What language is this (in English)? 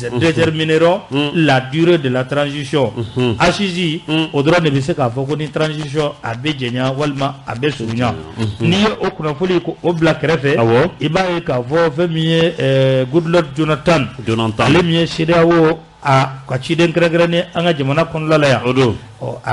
Bambara